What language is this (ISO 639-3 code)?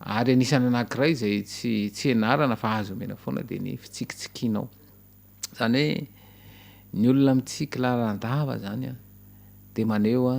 mlg